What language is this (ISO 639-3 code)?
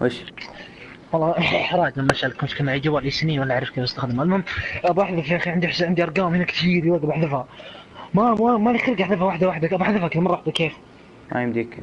afb